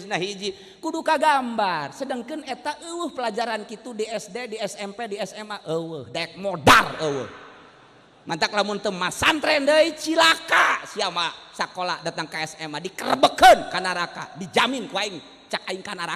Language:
Sundanese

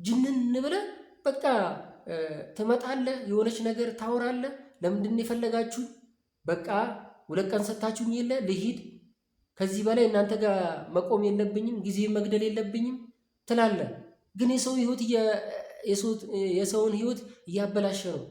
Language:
Amharic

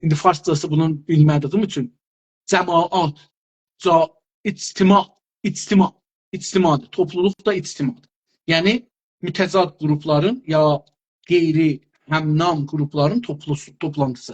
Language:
South Azerbaijani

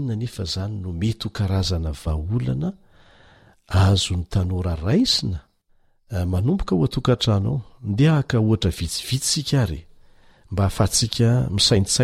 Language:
Malagasy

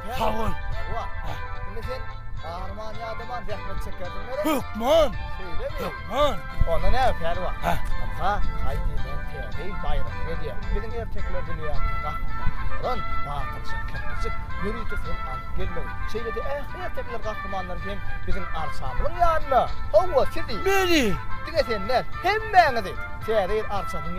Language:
Turkmen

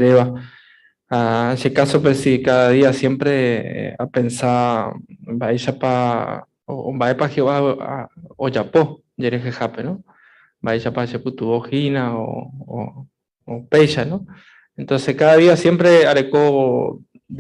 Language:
Guarani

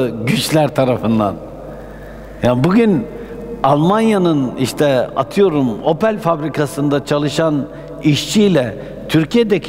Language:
Turkish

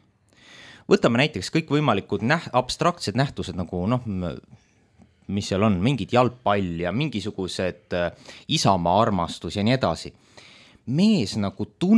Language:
Estonian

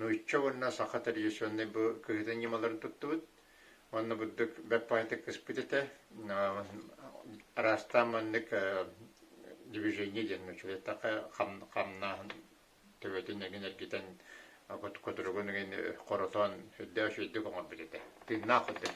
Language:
Yakut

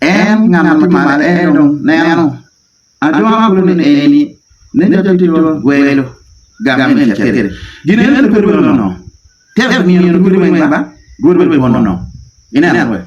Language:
Acoli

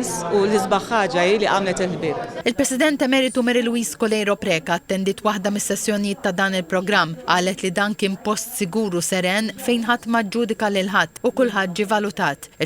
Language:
Maltese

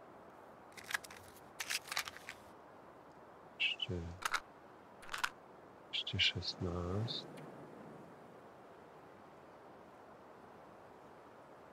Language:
Slovak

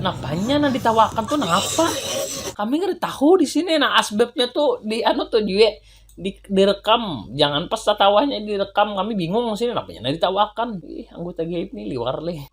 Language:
Banjar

